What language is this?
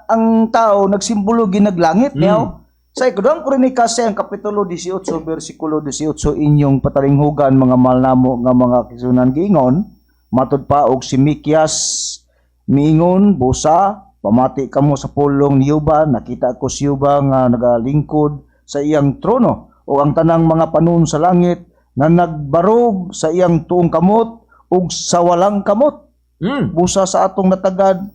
Cebuano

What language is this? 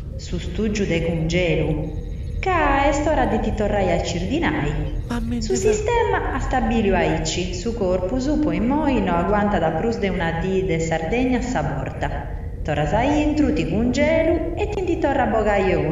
Sardinian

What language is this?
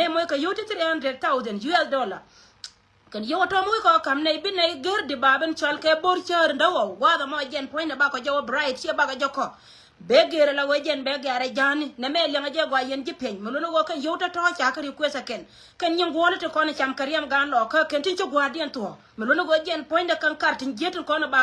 Nuer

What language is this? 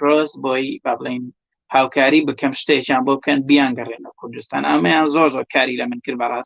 Central Kurdish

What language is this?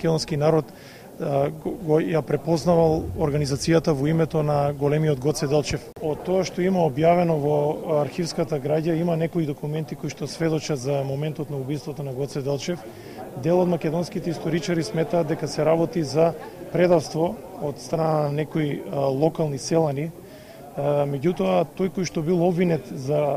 Macedonian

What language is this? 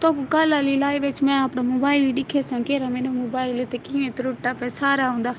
Saraiki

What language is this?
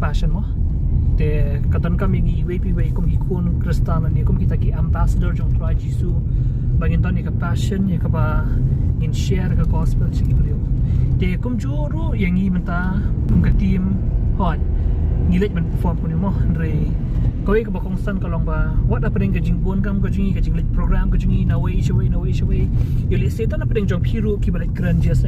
Khasi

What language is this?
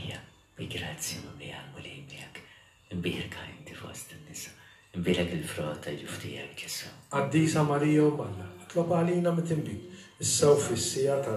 Maltese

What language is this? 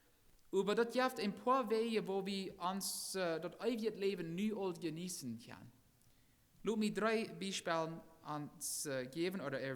Plautdietsch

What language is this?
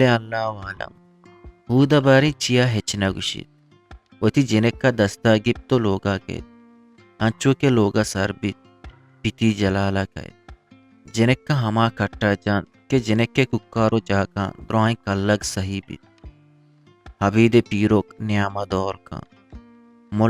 Eastern Balochi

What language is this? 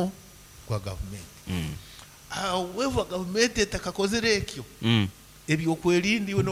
Nyankole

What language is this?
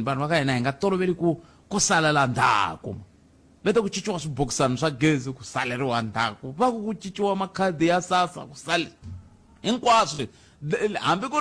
Tsonga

